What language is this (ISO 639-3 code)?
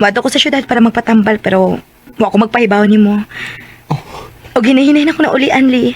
ceb